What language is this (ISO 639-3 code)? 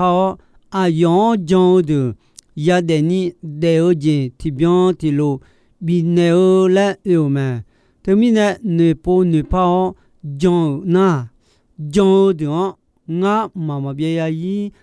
ahk